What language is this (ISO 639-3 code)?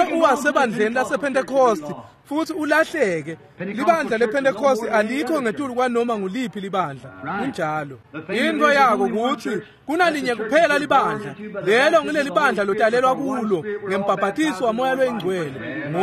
ssw